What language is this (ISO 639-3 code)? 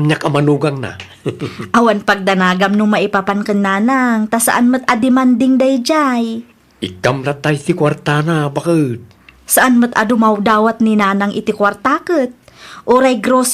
ilo